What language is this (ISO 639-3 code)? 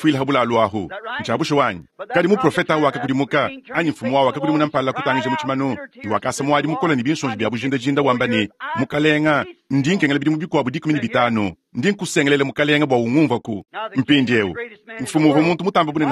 lua